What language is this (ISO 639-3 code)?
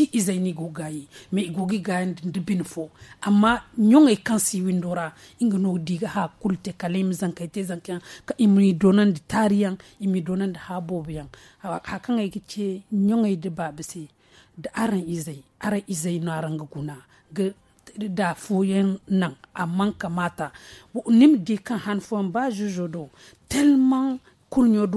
dje